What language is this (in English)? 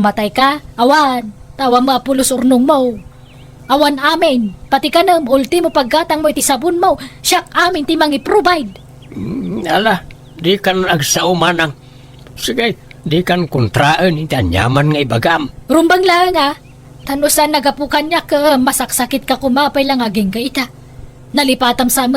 Iloko